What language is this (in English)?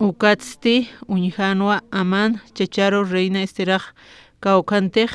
Aymara